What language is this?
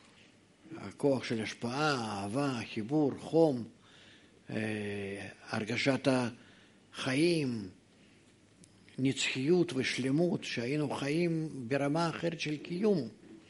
Hebrew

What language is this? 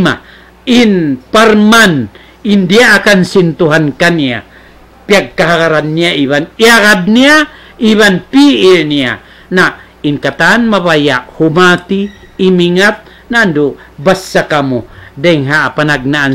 Tausug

